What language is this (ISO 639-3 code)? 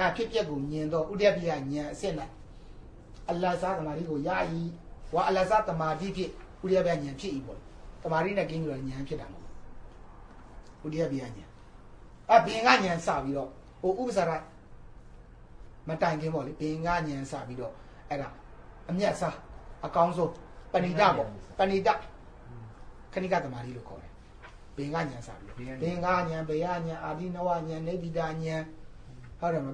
mya